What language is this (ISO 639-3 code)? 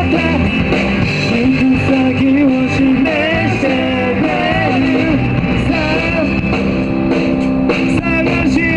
jpn